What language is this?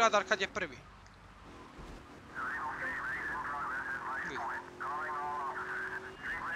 Croatian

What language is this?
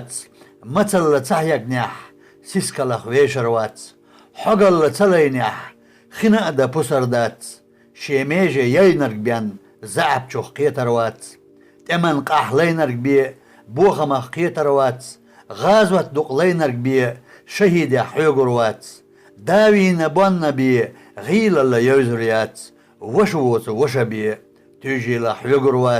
Chechen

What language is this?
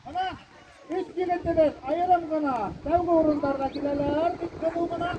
Bashkir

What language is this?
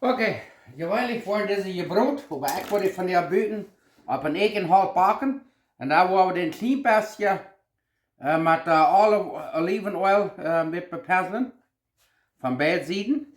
Plautdietsch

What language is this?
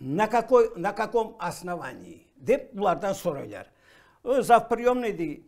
Crimean Tatar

